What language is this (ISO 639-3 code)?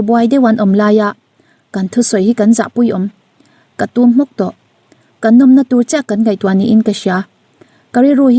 lus